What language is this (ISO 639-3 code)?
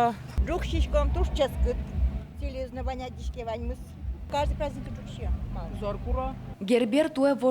udm